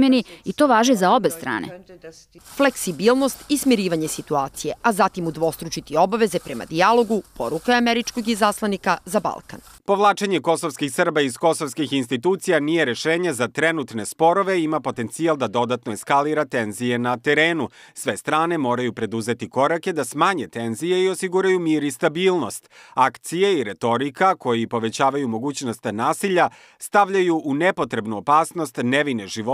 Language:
Serbian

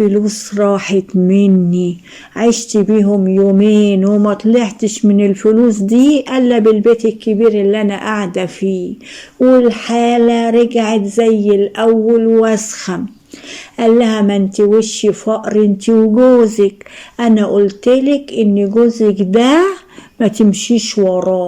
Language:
Egyptian Arabic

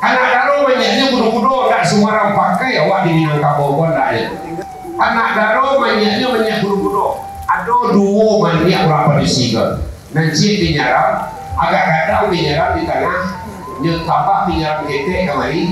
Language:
Minangkabau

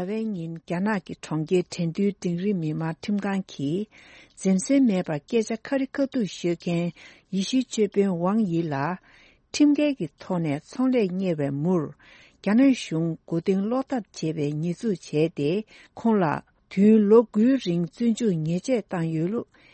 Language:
Tibetan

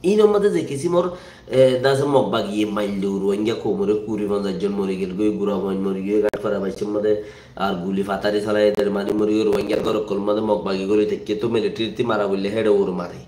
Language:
Rohingya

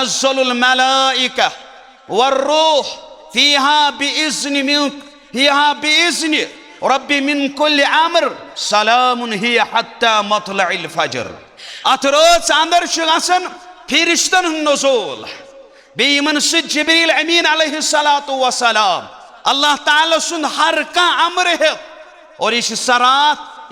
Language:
Kashmiri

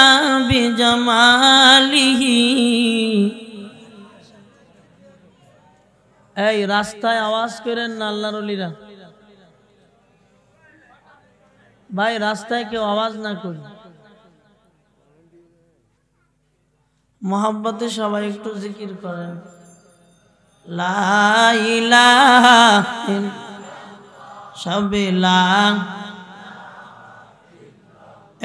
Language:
Bangla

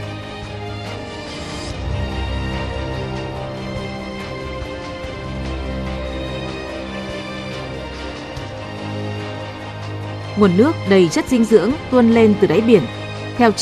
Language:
Vietnamese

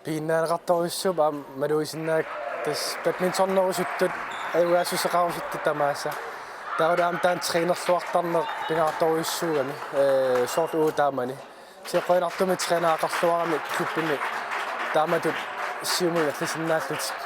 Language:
Kalaallisut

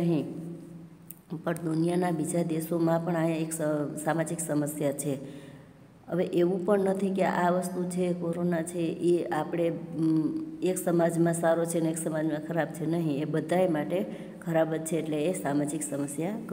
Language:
Gujarati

